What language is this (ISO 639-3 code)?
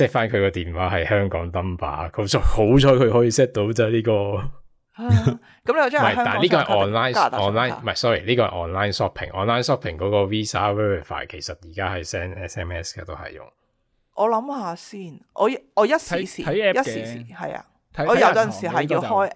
yue